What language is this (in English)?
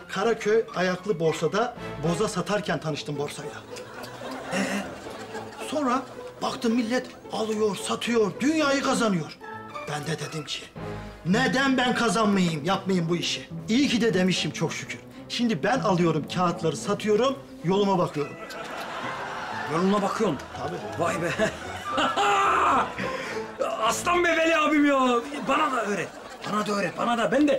Turkish